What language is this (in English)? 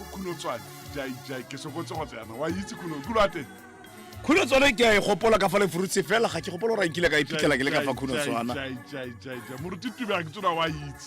Tswana